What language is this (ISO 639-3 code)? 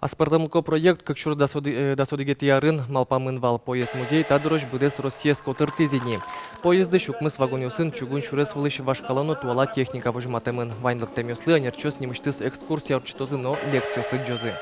udm